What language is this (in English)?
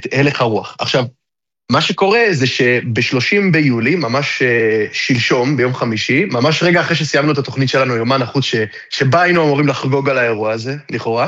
Hebrew